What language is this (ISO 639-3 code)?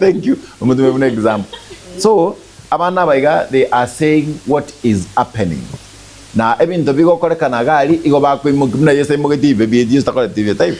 guz